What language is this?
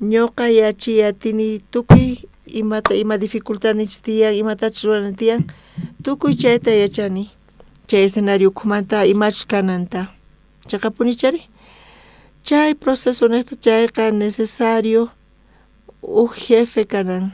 South Bolivian Quechua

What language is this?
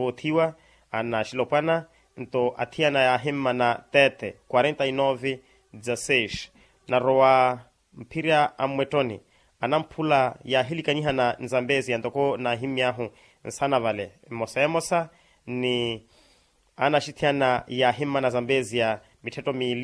Makhuwa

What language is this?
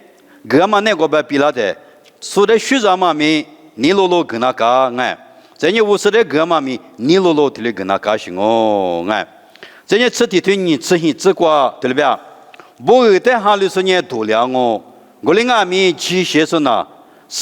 Lisu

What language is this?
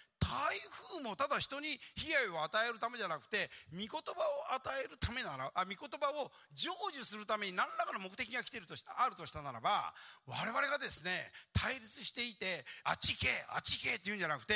Japanese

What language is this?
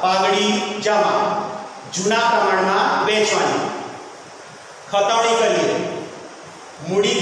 Gujarati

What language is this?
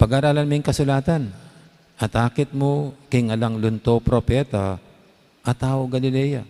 Pampanga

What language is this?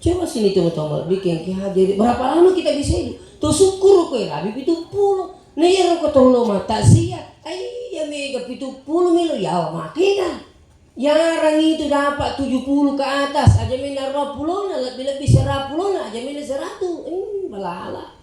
Buginese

